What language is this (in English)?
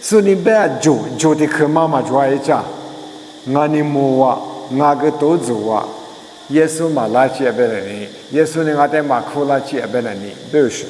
Lisu